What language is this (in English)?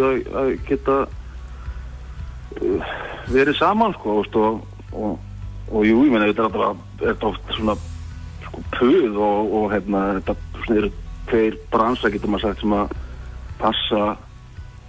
Icelandic